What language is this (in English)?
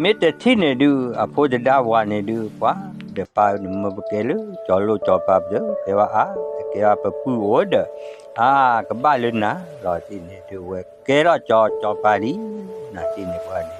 S'gaw Karen